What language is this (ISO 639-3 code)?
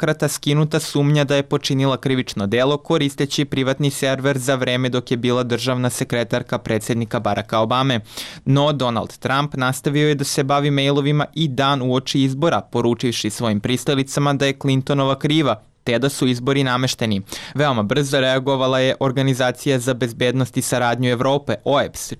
srp